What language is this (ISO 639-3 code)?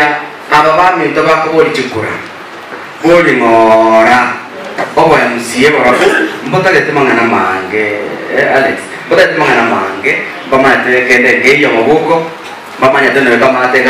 guz